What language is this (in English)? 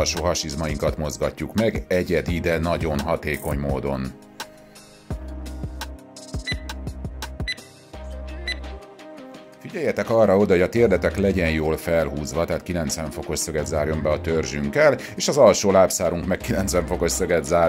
Hungarian